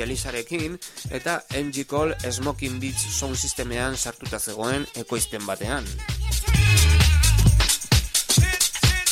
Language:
Basque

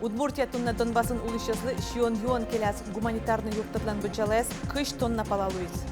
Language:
Udmurt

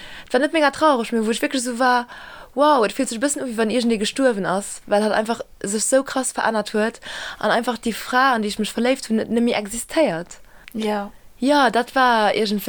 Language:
Luxembourgish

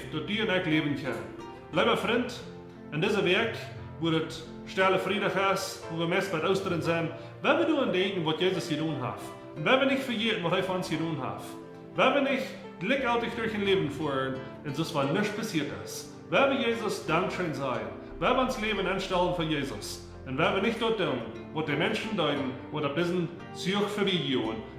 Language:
Plautdietsch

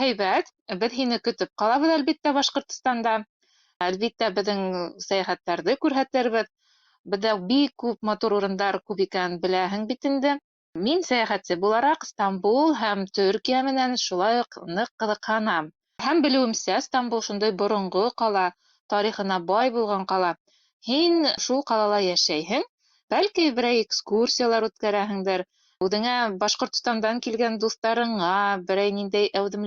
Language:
Bashkir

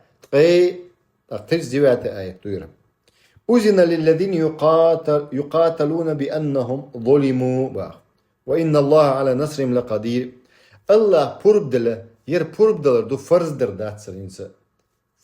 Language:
Chechen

